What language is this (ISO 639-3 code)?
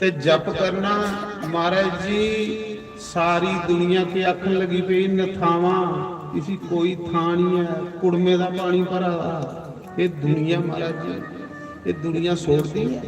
doi